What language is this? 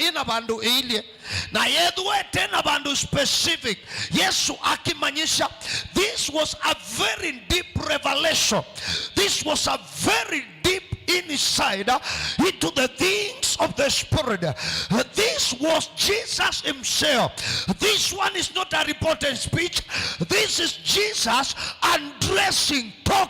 Kamba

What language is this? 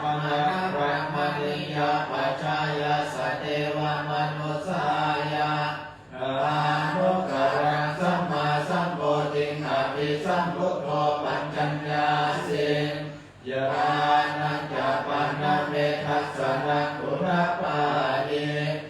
Pali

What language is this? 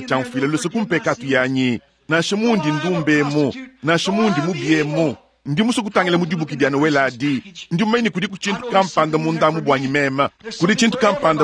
Luba-Lulua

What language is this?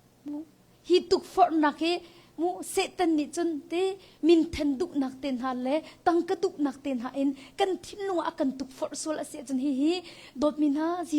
Hakha Chin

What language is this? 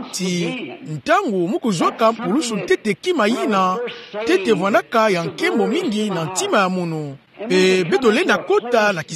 Kituba (Democratic Republic of Congo)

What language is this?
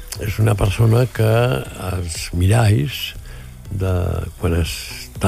Catalan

